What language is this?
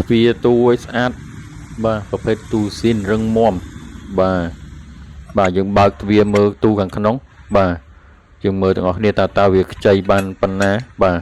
Khmer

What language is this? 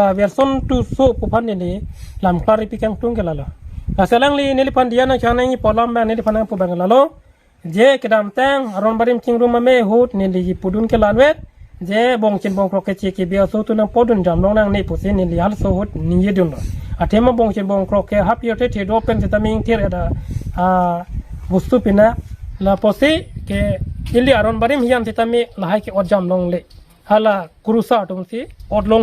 Karbi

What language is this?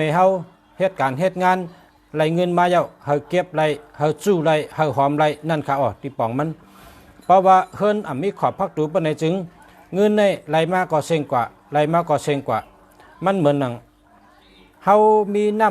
Shan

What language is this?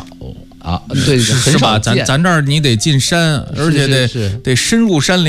Chinese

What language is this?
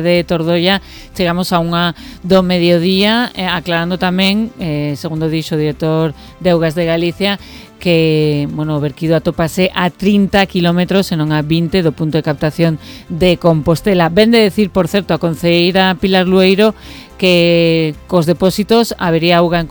Galician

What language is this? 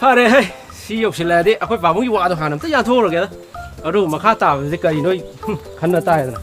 Manipuri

